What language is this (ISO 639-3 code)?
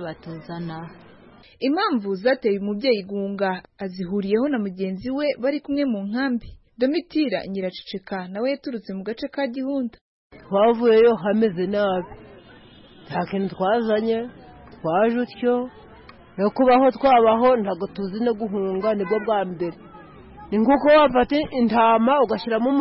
kin